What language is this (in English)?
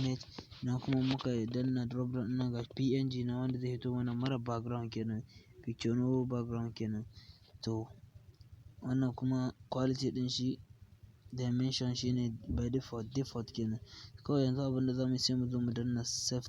Hausa